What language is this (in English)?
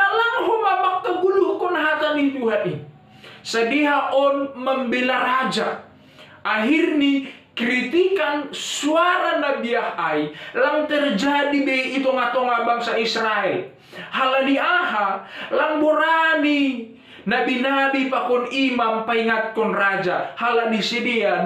Batak Simalungun